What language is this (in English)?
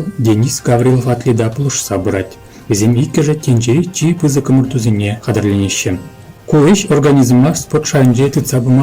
Chuvash